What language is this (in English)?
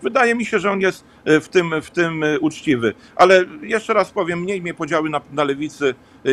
Polish